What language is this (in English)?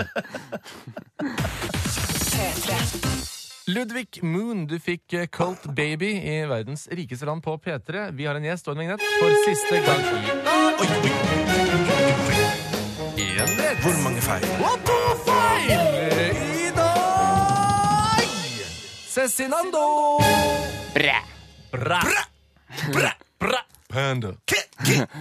Norwegian